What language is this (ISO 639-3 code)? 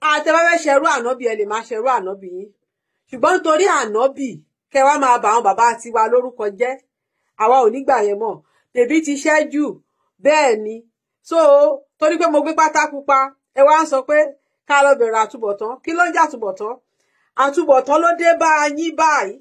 yor